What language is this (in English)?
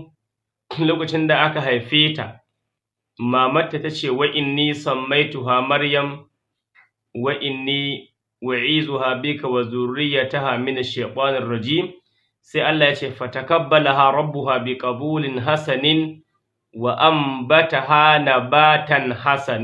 Hausa